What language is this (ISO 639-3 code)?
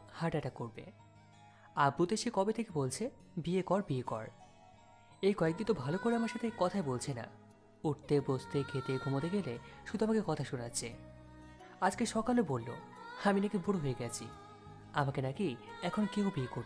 ben